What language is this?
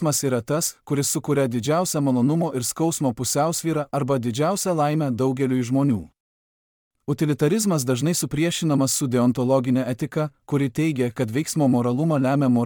Lithuanian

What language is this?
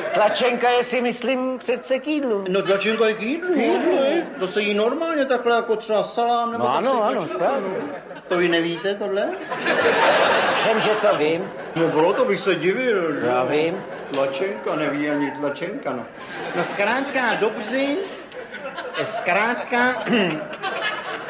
Czech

